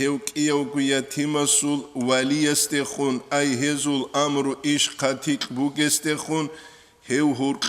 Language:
Avaric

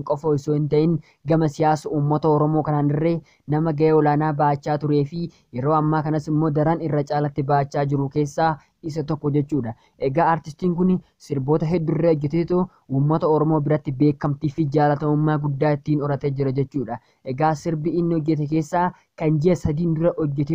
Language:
Oromo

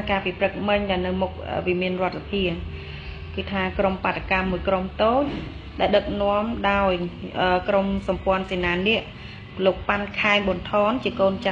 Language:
Khmer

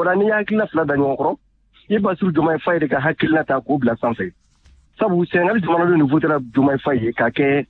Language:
Bambara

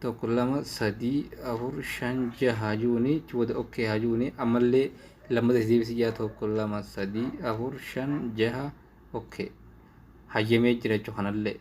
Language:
Oromo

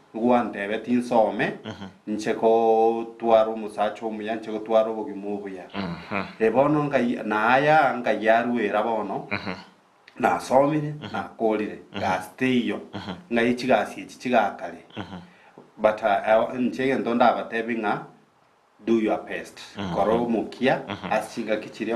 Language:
Gusii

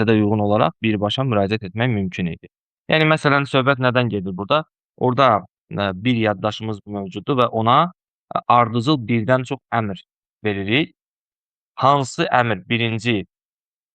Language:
Azerbaijani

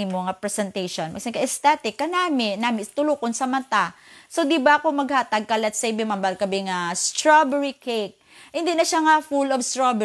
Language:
Hiligaynon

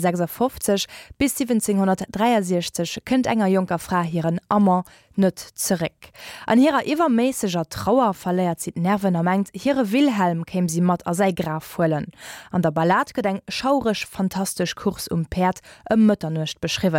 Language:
Luxembourgish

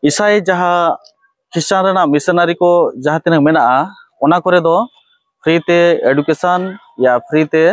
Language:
Santali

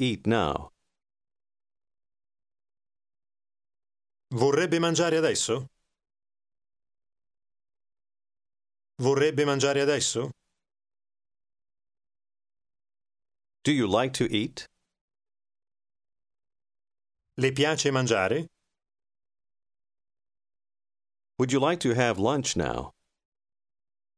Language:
Italian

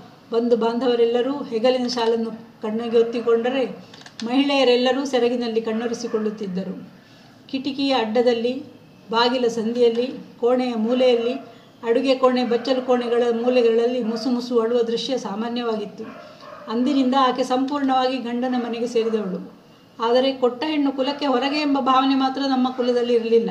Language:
Kannada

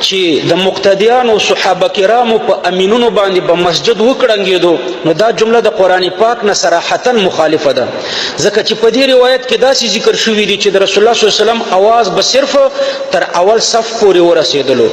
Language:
Pashto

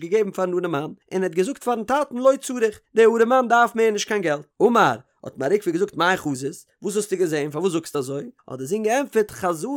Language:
Yiddish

